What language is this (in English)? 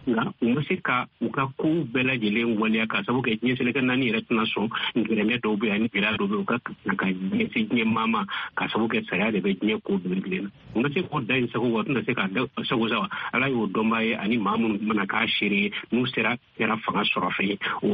Bambara